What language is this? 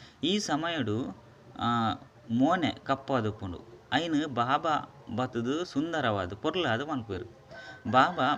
Tulu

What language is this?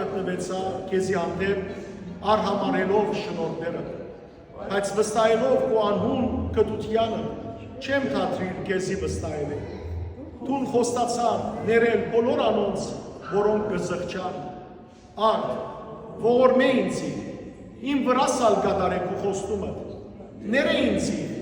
Western Armenian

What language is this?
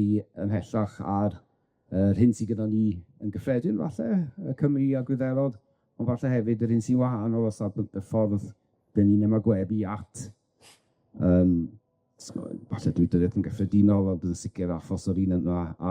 Welsh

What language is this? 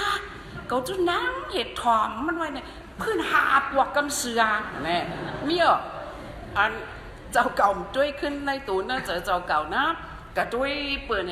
Shan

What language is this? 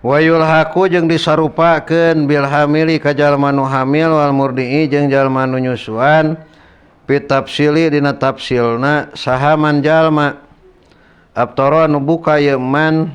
Sundanese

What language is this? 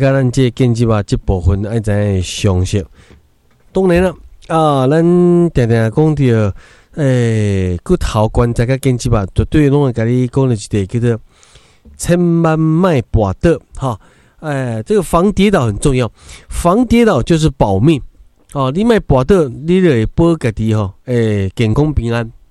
Min Nan Chinese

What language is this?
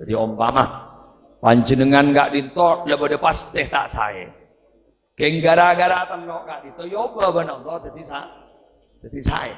Madurese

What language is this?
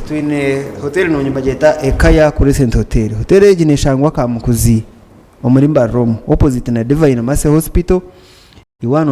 Nyankole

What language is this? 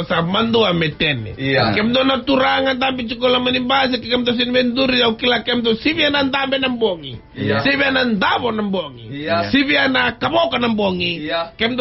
Fijian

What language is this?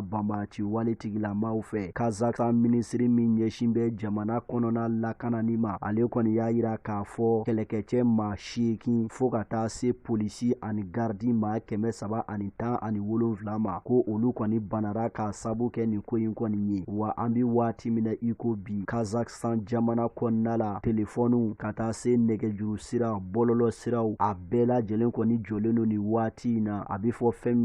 Bambara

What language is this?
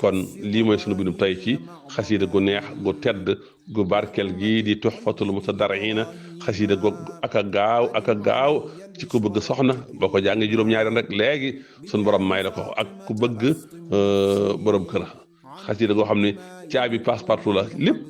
Wolof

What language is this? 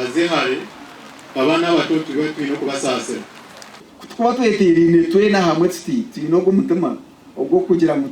Nyankole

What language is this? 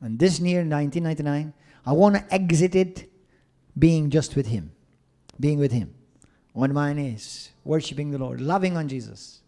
English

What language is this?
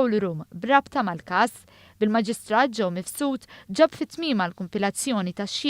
Maltese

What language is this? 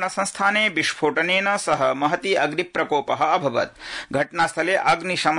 Sanskrit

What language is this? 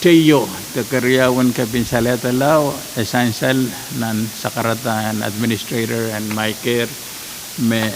Pohnpeian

